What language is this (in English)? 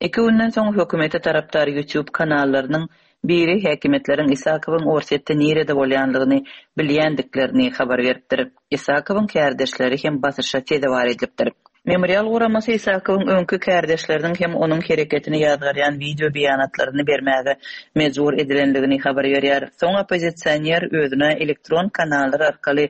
Turkmen